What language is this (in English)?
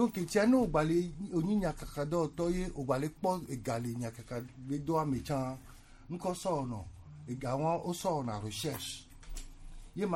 Gen